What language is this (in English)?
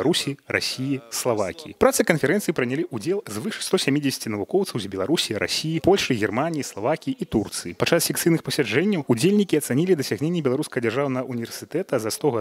Belarusian